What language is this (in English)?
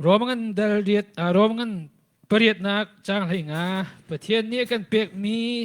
Hakha Chin